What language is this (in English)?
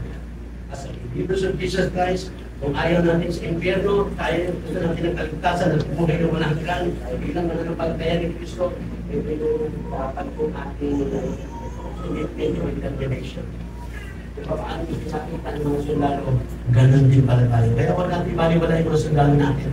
Filipino